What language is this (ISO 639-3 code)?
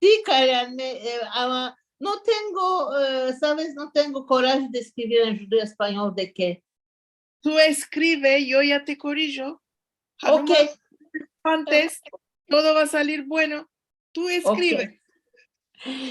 lad